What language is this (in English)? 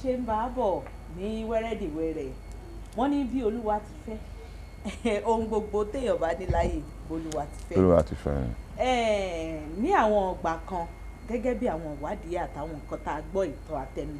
Yoruba